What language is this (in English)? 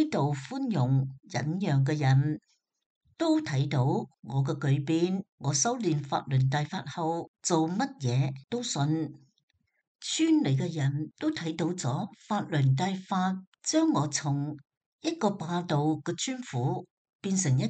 Cantonese